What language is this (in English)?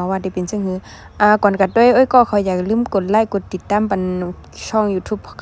Shan